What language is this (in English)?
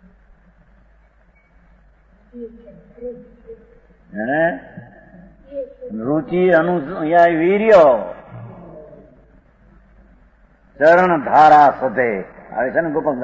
Gujarati